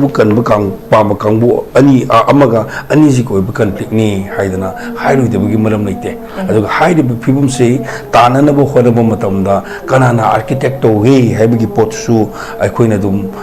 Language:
Manipuri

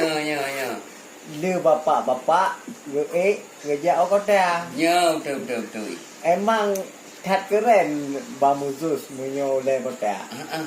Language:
Achinese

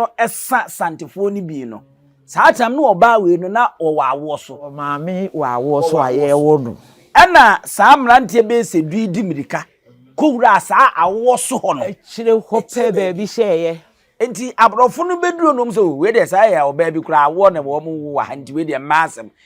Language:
Akan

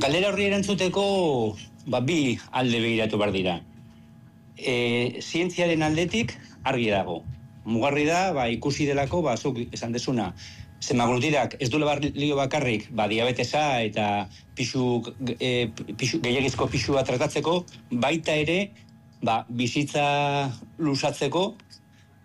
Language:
Basque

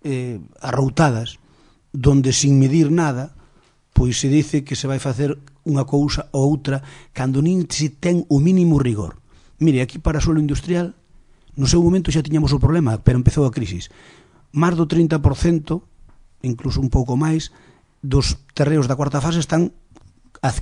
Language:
Galician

